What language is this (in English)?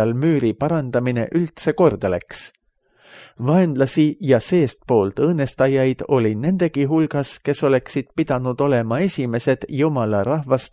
Estonian